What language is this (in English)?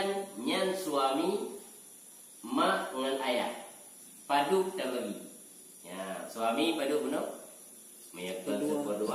Achinese